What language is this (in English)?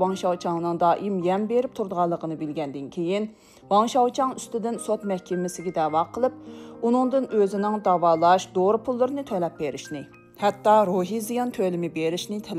Uyghur